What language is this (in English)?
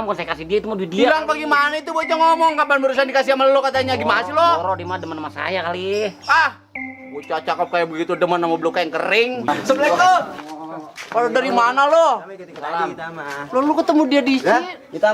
Betawi